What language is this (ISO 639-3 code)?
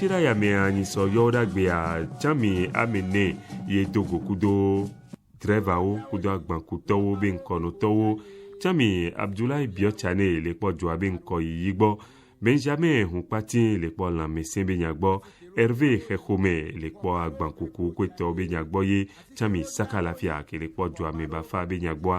ewe